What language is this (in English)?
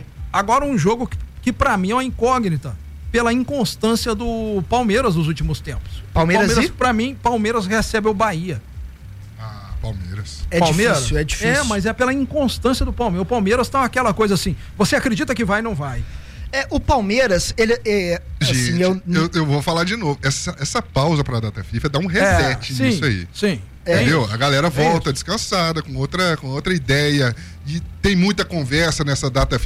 Portuguese